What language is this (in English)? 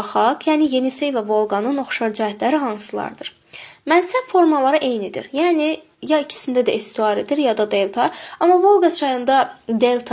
Azerbaijani